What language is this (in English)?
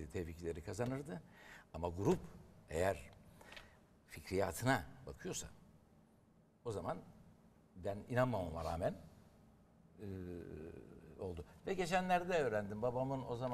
Turkish